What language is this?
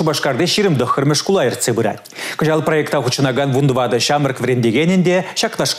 Chuvash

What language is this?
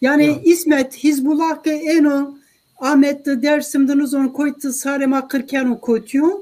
Zaza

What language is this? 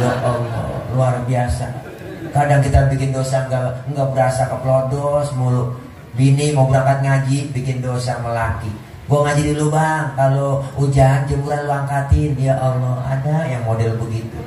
Betawi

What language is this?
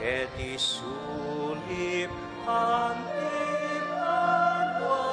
Pampanga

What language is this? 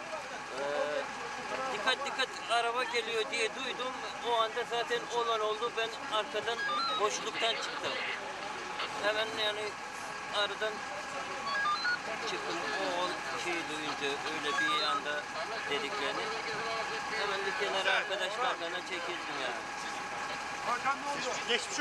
Turkish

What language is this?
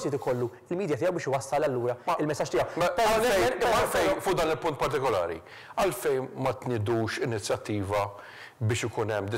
Maltese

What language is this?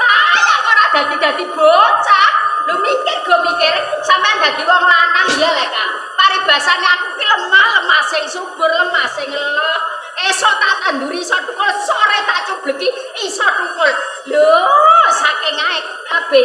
Javanese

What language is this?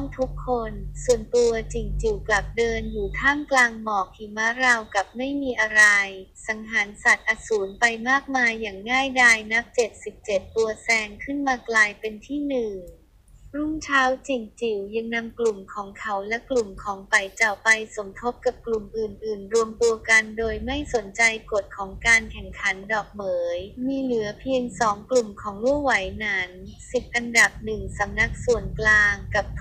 Thai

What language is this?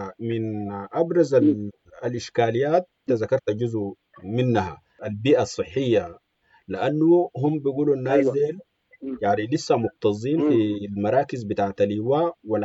Sudanese Arabic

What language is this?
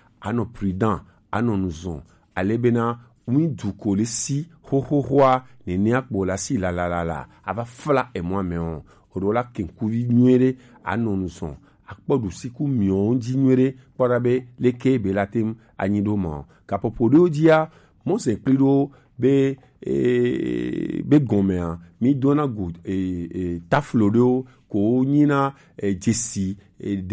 Gen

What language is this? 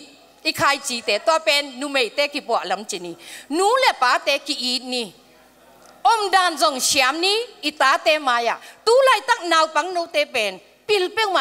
Tedim Chin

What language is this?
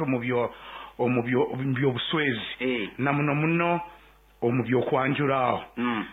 Nyankole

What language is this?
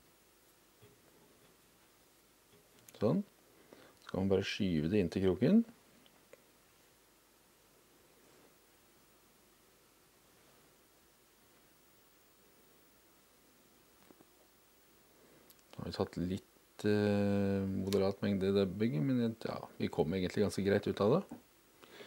Norwegian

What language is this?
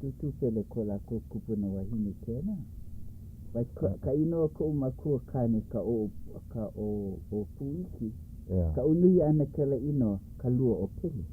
Hawaiian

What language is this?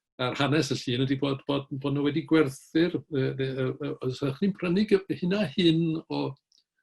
Welsh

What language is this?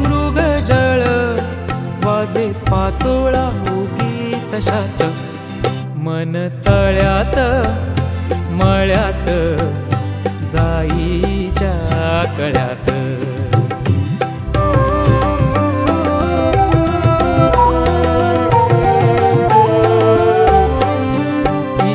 Marathi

